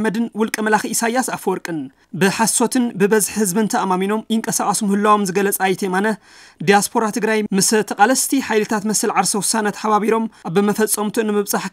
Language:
Tigrinya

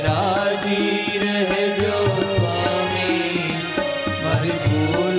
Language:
Gujarati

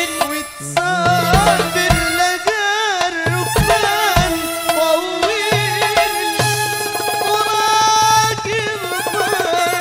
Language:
Arabic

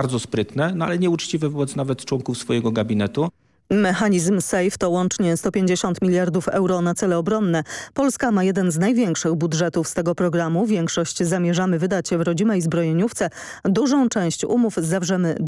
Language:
Polish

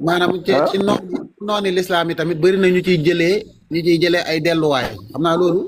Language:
Wolof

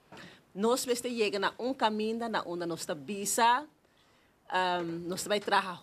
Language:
Papiamento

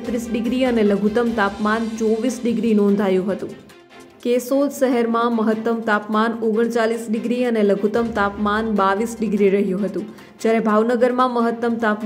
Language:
Gujarati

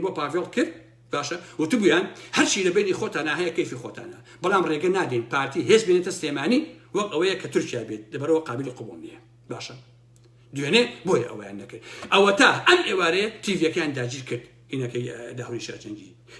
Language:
Central Kurdish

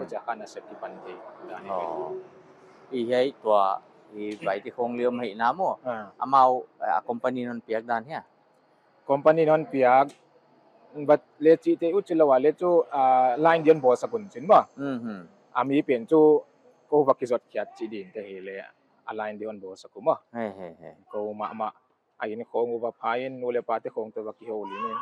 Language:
Paite Chin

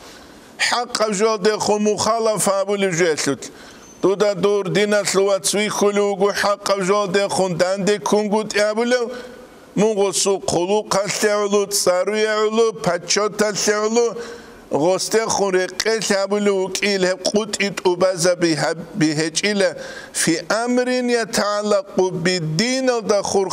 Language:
Avaric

